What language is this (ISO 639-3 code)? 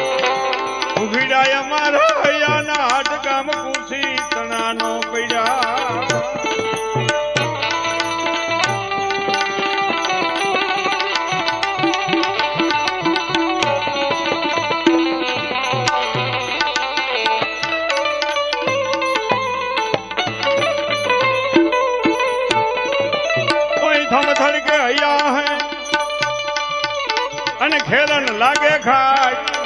guj